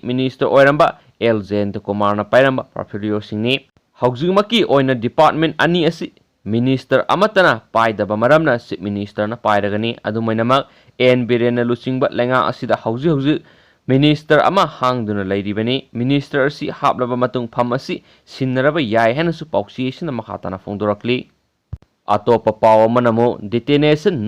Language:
Manipuri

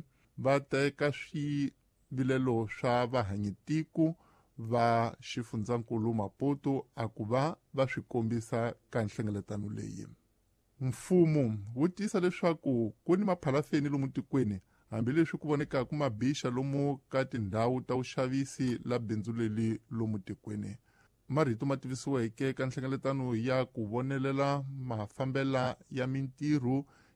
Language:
Tsonga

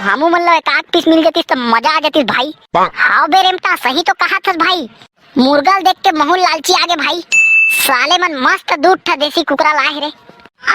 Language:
Chhattisgarhi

